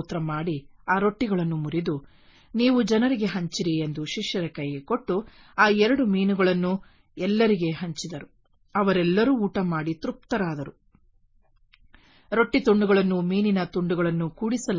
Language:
Kannada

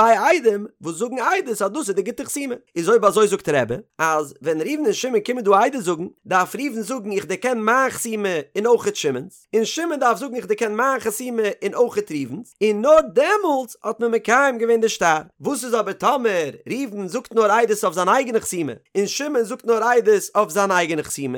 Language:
Yiddish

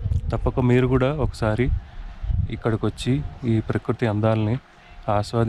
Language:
Telugu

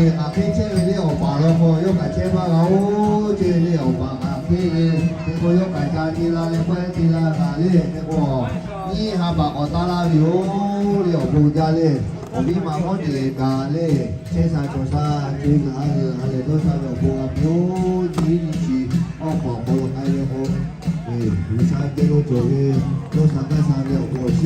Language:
Lahu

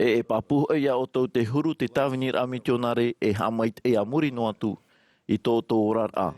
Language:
Tahitian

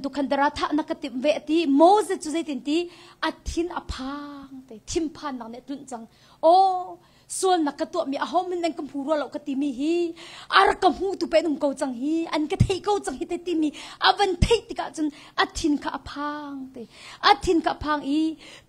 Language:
Hakha Chin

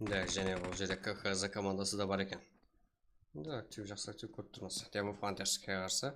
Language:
Kara-Kalpak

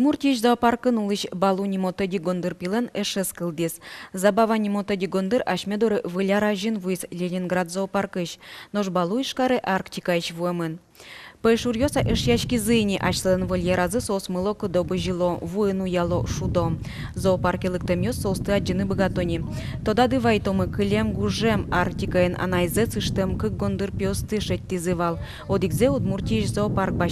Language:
Udmurt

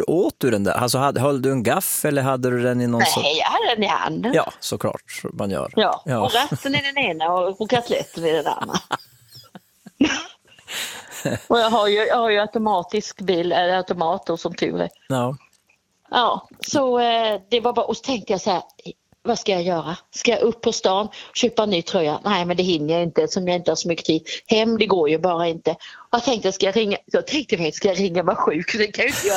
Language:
Swedish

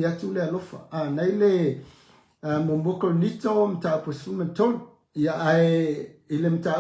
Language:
Samoan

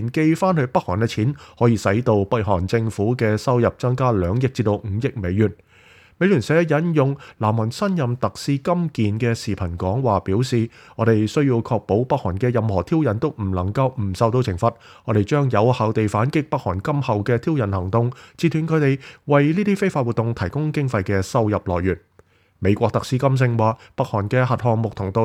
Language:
Cantonese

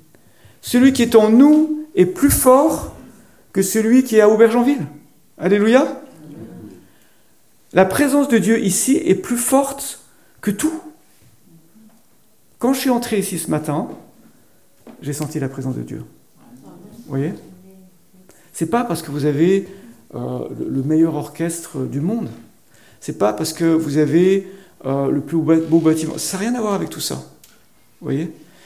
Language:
French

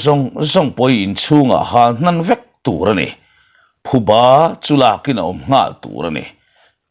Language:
Mizo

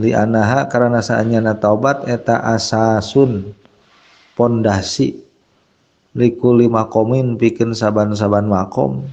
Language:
Sundanese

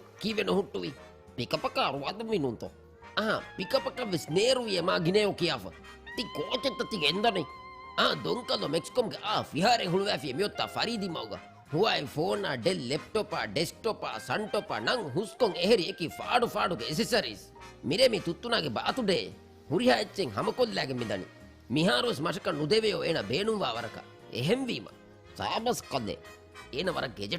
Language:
Divehi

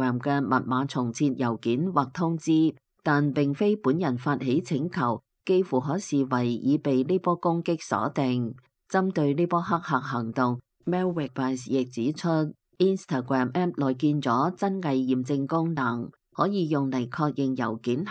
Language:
Cantonese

